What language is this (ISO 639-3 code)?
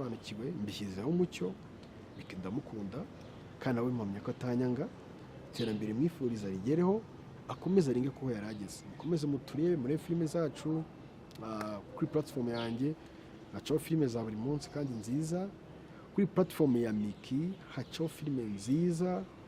kin